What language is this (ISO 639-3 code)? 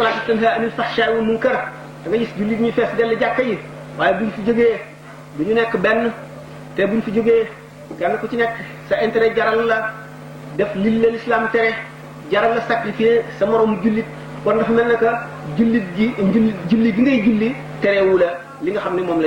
wol